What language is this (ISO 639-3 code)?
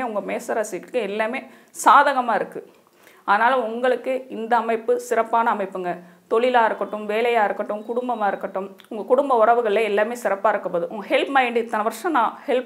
tam